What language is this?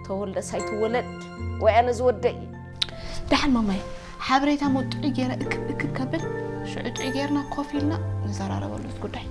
Tigrinya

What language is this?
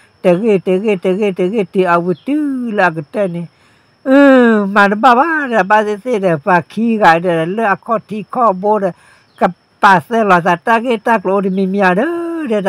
S'gaw Karen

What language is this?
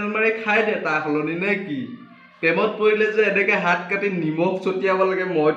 Assamese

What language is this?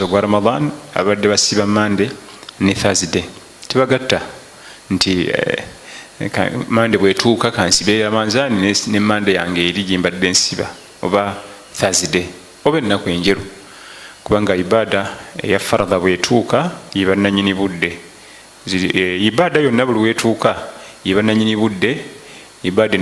Ganda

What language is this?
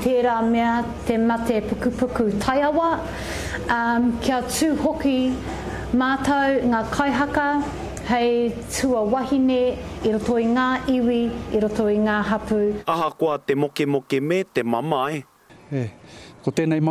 Māori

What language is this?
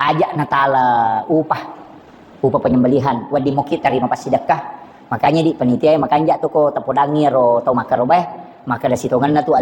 Buginese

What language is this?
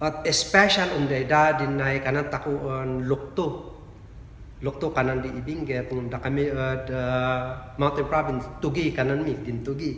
Kankanaey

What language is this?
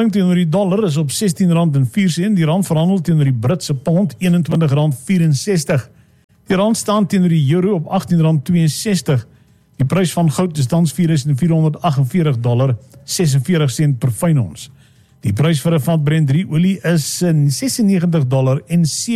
Afrikaans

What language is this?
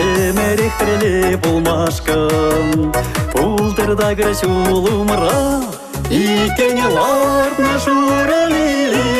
Chuvash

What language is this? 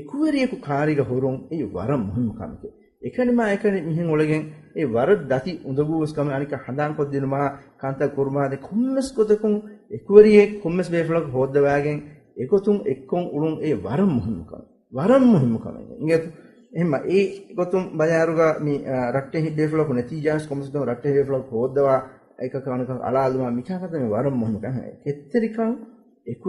Divehi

